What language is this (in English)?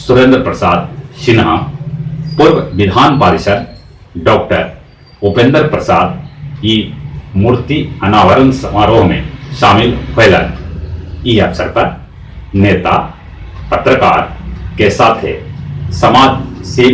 Magahi